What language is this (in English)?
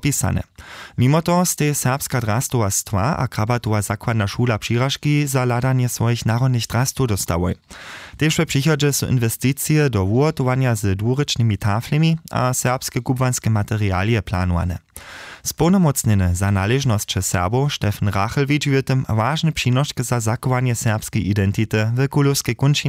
Upper Sorbian